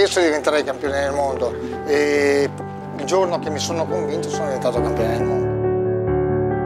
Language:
Italian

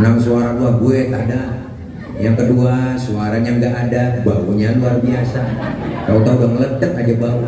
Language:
Betawi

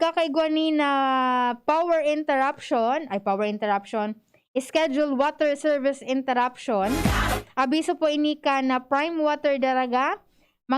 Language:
Bikol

